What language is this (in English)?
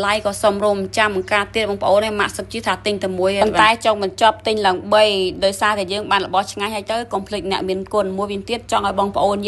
Khmer